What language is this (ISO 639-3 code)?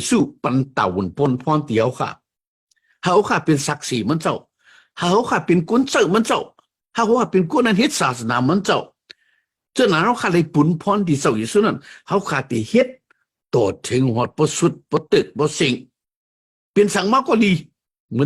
shn